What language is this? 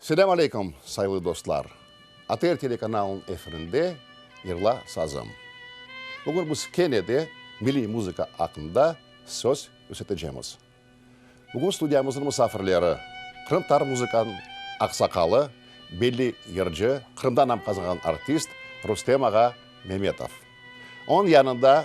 Crimean Tatar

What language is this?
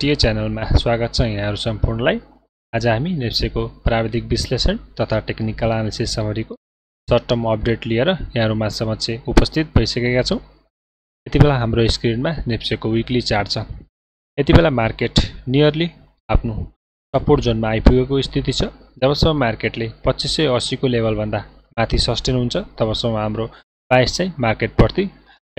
Nepali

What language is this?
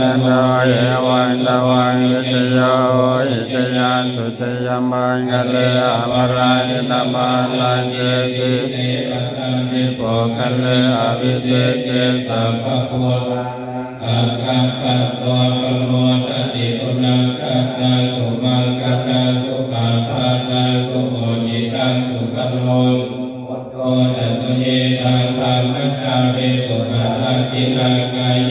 Pali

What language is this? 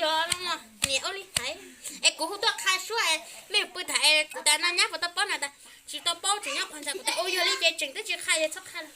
Hmong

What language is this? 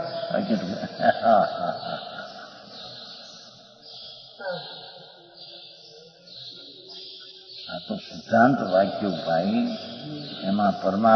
Gujarati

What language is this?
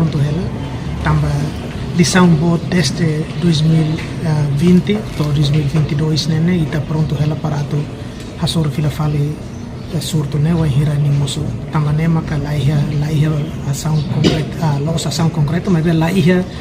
Tetum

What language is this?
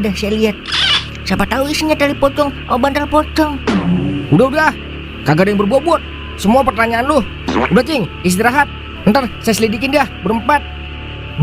Betawi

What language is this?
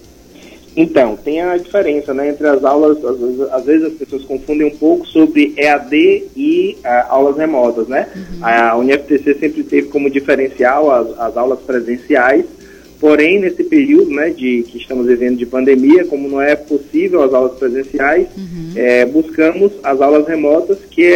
Portuguese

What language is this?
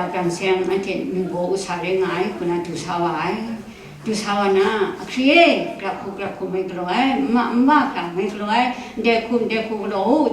Kachin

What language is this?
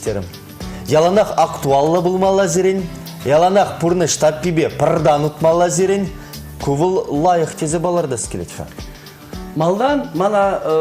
Chuvash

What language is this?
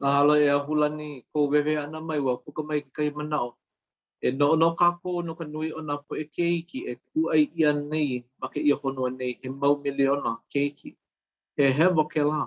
Hawaiian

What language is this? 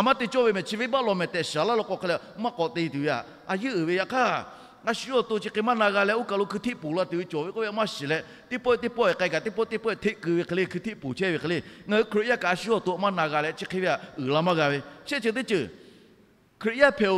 Lahu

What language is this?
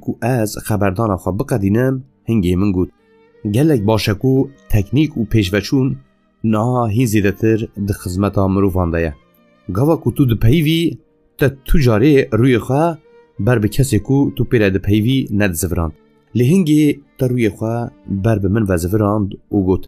Kurdish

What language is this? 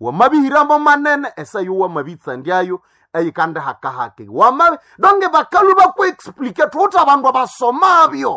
Nande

